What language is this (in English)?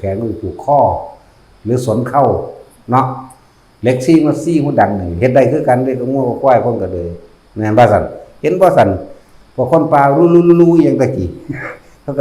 Northeastern Thai